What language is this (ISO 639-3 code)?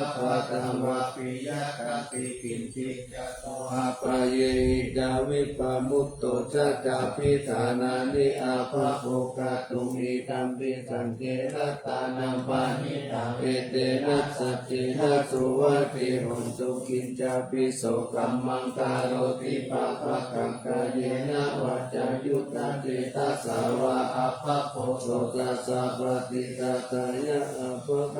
pli